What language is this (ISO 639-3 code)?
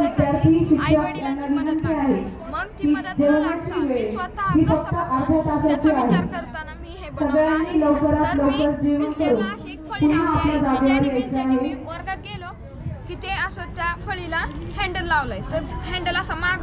mar